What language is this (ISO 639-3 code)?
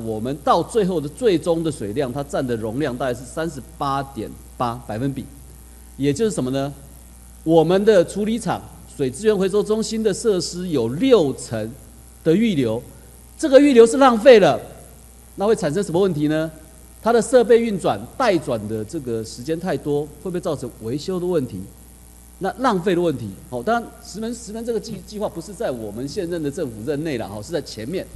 zho